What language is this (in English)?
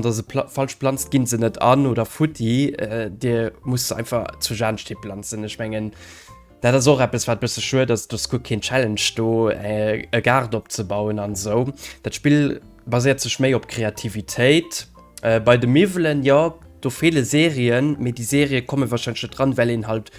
Luxembourgish